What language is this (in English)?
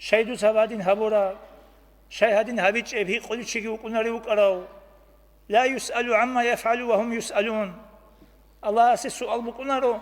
Avaric